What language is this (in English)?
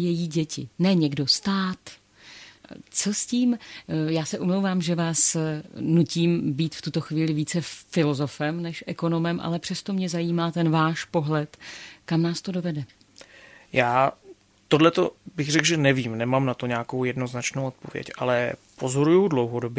Czech